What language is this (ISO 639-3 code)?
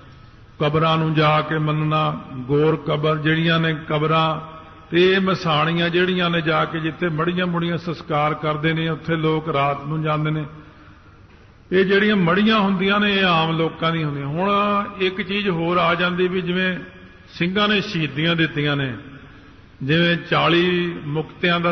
pan